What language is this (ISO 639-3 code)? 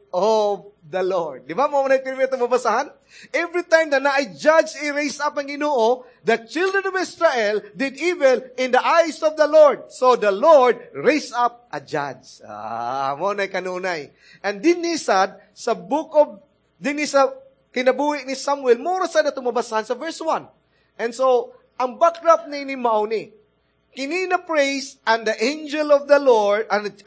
ceb